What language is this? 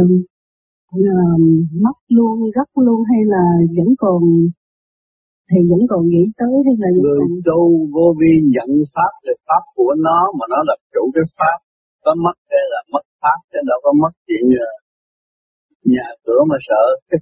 Vietnamese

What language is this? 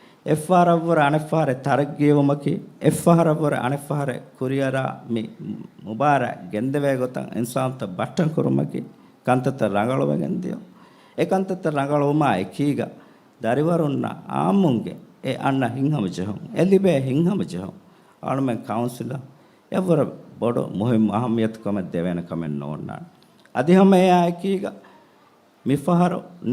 Divehi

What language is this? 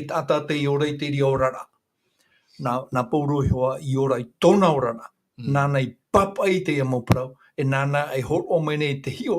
Tahitian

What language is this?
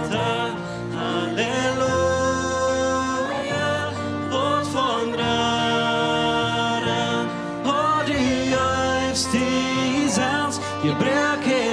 Plautdietsch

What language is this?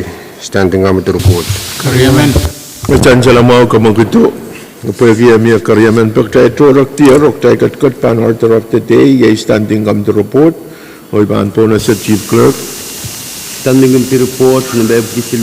Pohnpeian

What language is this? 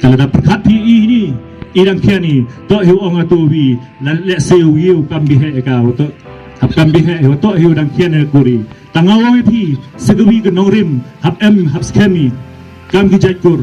Khasi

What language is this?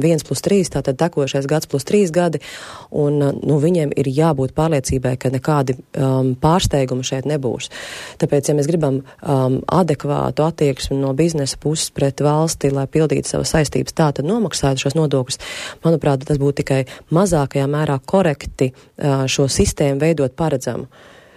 Latvian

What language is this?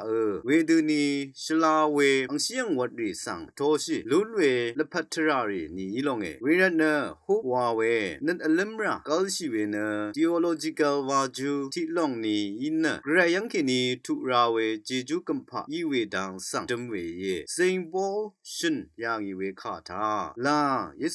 Rawang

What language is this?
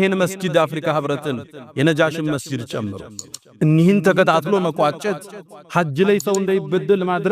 Amharic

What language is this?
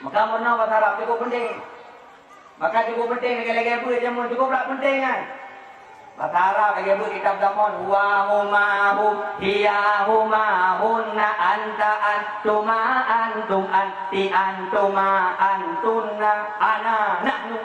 Achinese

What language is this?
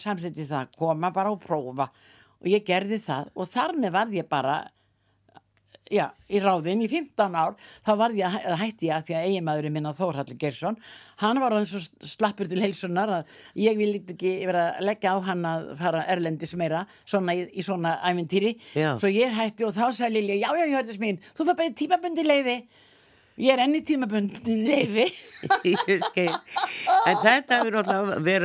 Icelandic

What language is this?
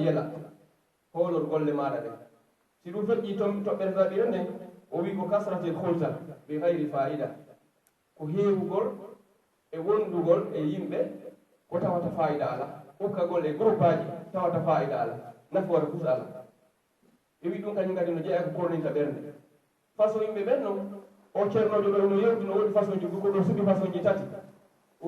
Pular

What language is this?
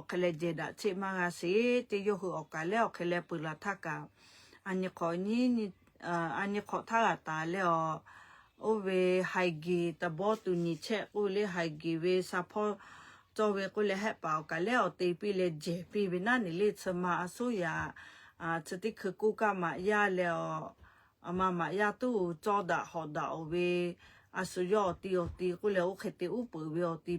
Lahu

